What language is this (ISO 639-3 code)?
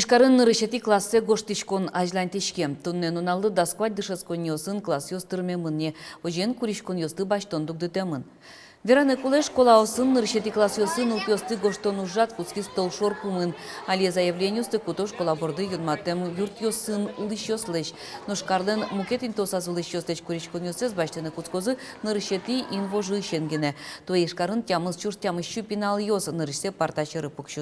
udm